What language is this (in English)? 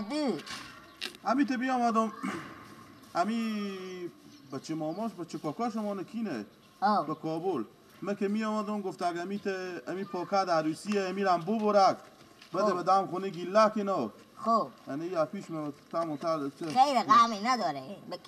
Persian